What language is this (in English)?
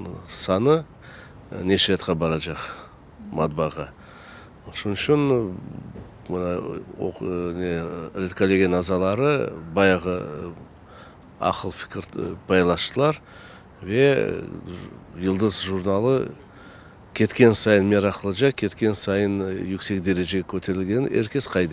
Crimean Tatar